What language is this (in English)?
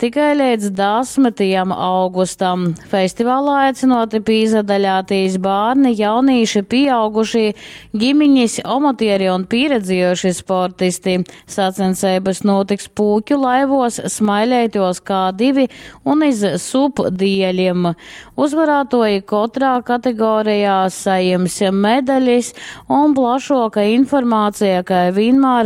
Latgalian